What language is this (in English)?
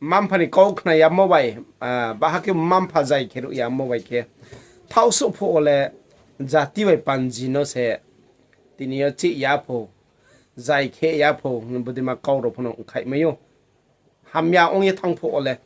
Riang (India)